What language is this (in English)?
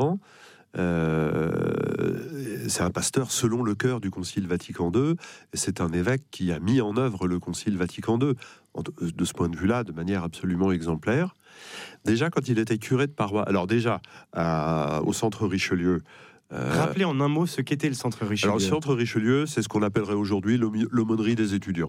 French